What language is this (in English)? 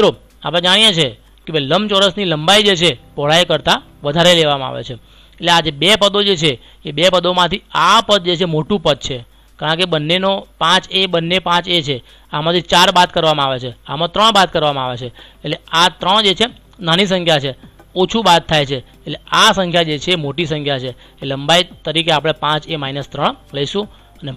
Gujarati